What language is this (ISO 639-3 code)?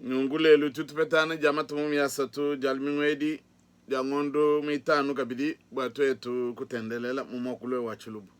lua